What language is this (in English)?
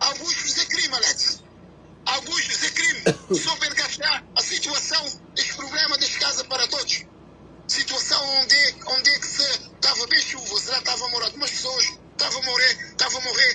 Kabuverdianu